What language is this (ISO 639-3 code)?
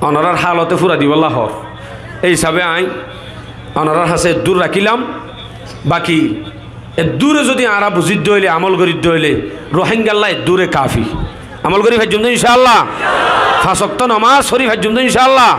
rhg